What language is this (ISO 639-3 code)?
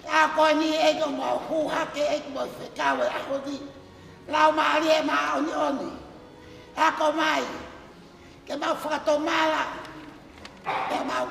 ton